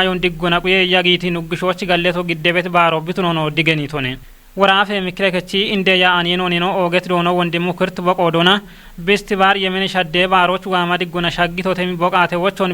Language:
Kafa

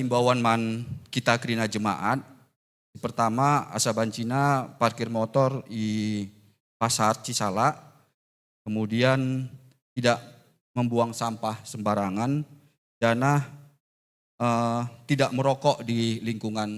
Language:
Batak Karo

